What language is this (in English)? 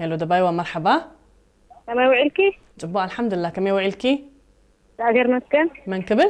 Tigrinya